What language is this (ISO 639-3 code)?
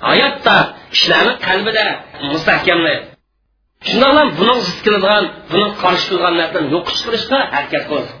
uig